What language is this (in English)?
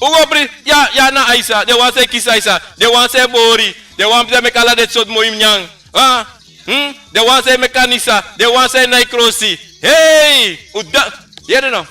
Sranan Tongo